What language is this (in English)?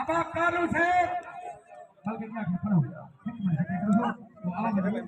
Saraiki